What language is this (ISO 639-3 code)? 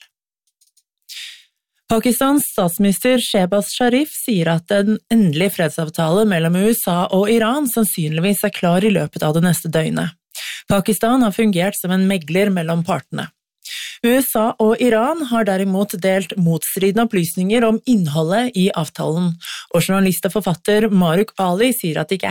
nor